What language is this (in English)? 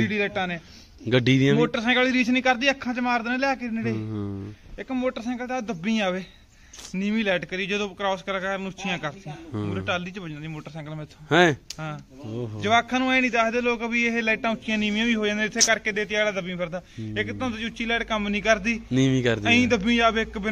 Punjabi